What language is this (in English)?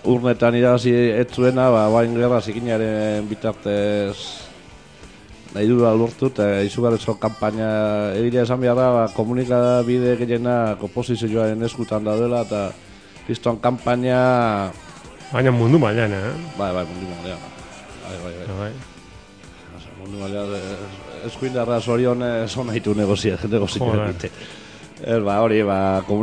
Basque